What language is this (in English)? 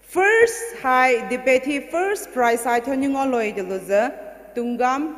Poumei Naga